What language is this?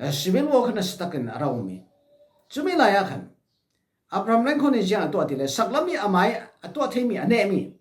Falam Chin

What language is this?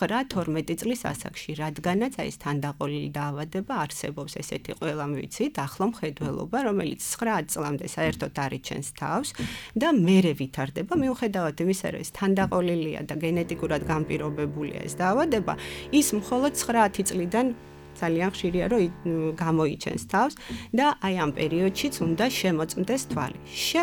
Georgian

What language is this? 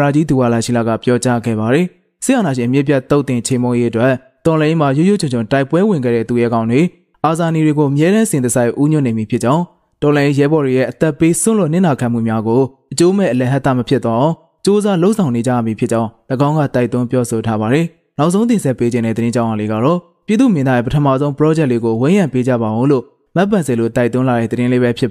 Burmese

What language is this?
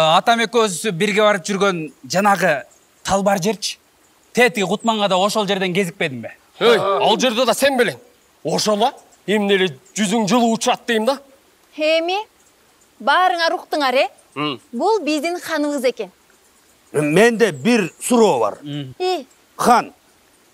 Kyrgyz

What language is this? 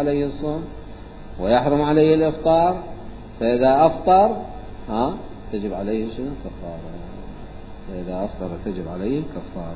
Mesopotamian Arabic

